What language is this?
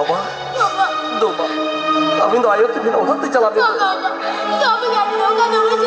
Santali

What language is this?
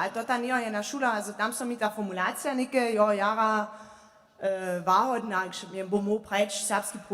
Upper Sorbian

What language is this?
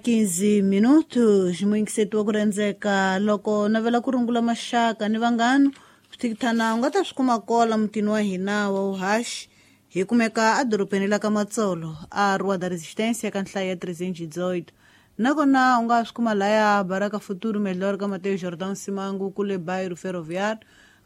Tsonga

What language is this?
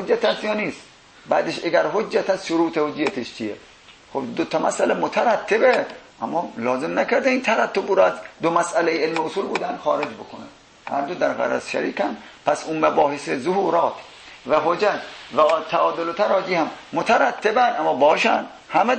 Persian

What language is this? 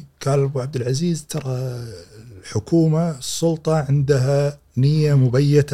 Gulf Arabic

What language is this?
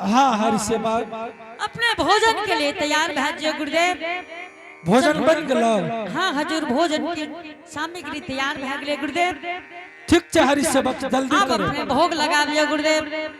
Angika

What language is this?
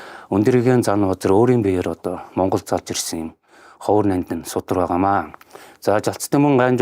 Mongolian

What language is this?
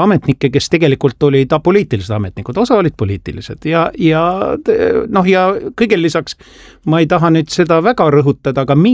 Estonian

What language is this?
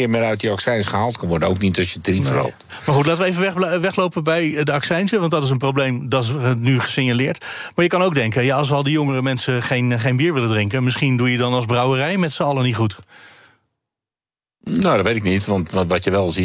Dutch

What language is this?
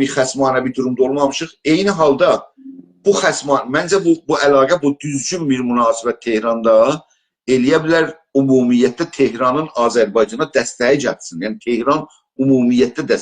South Azerbaijani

